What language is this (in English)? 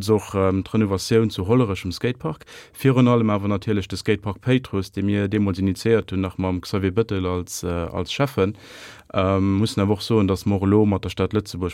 Luxembourgish